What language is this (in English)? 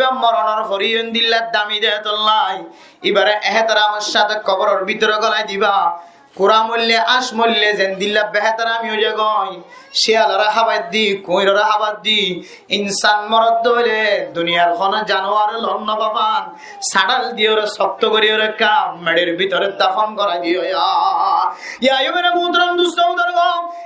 Rohingya